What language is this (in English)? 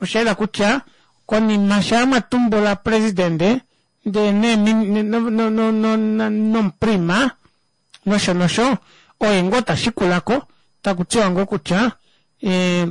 Kuanyama